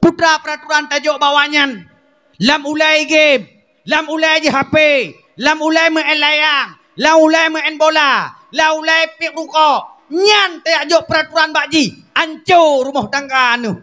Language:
Achinese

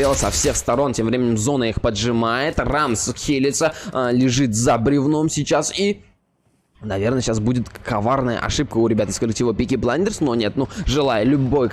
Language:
Russian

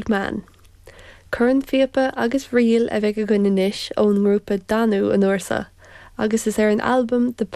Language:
Irish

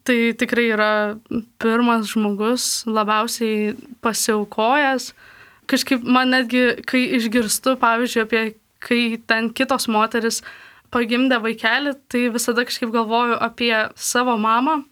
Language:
Lithuanian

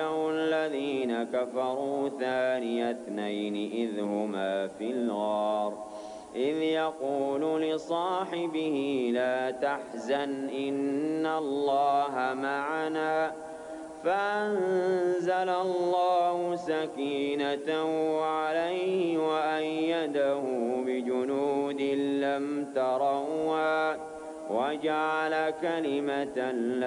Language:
Arabic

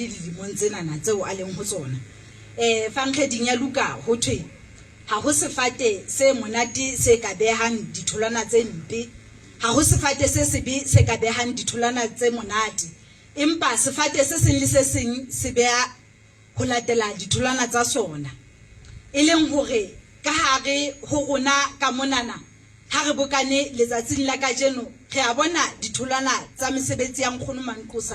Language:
Southern Sotho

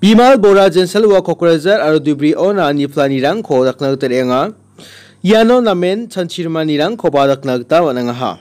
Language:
Garo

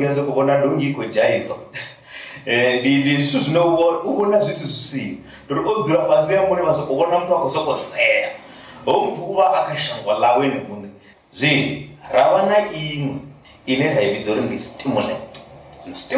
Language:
Venda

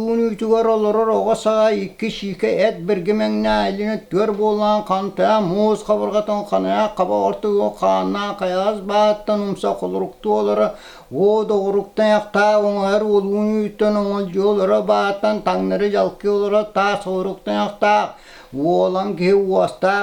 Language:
Yakut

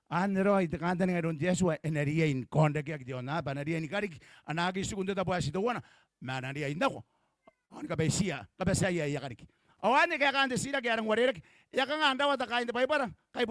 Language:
Gilbertese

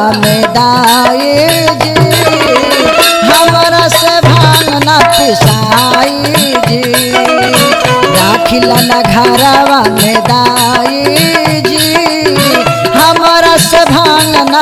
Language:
Bhojpuri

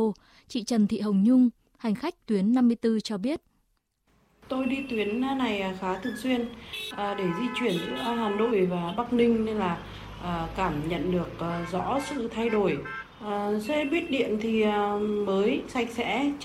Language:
Vietnamese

